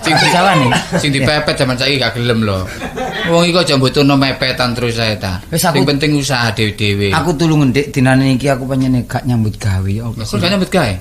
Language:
Javanese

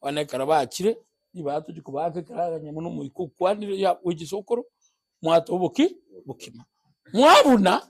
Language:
Gusii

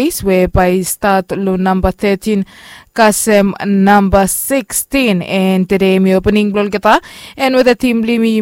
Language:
Bislama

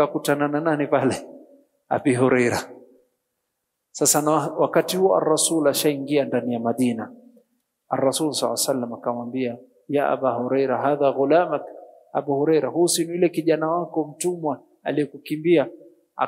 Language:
Swahili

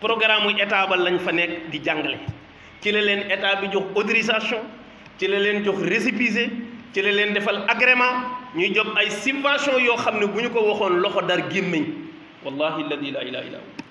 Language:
Wolof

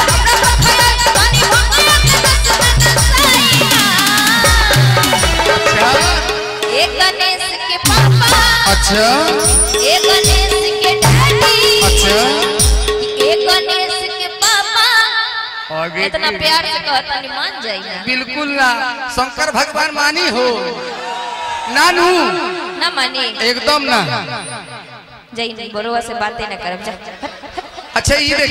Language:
Bhojpuri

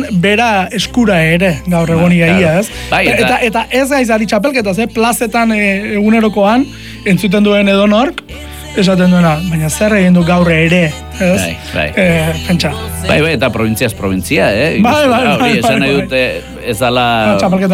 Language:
Basque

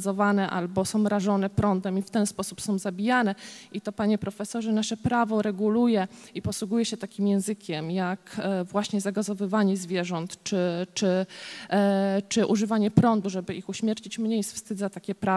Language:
Polish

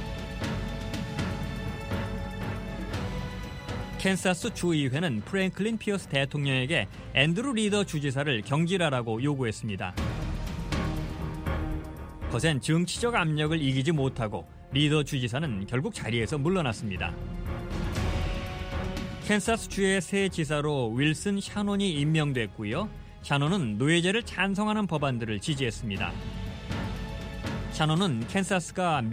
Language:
Korean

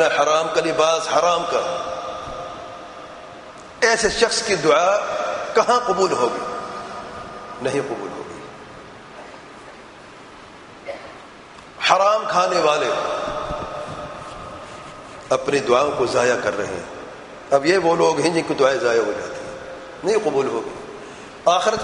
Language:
Urdu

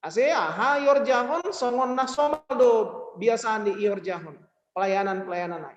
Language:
Batak Simalungun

